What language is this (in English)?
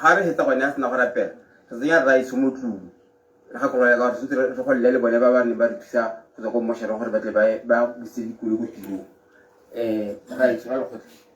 Tswana